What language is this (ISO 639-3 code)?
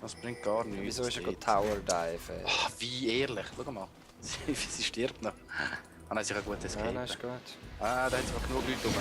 gsw